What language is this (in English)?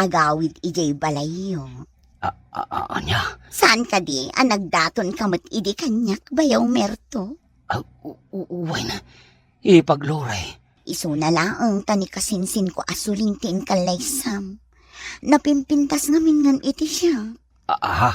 Iloko